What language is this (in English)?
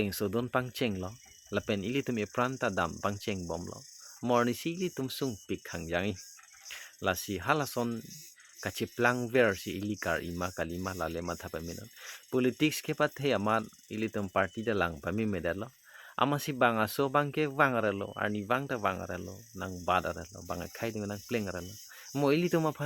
Karbi